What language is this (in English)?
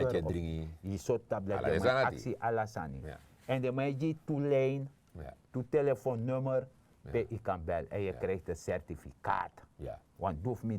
Sranan Tongo